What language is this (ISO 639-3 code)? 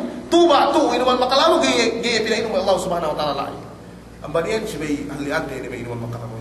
yka